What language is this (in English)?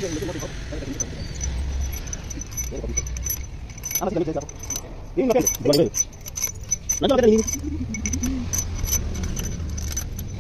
Swahili